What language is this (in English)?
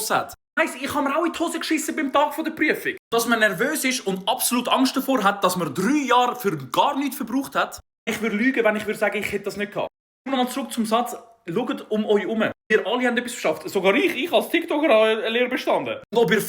Swiss German